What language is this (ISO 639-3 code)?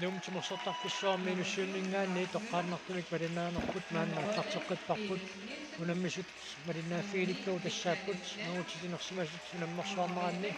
kal